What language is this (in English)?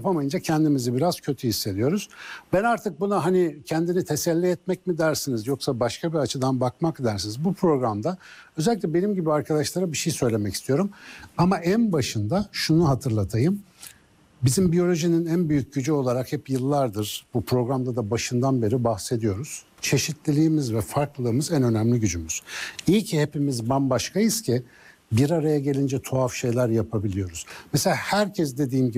Turkish